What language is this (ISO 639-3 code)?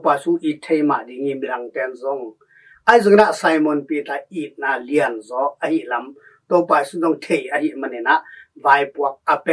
ctd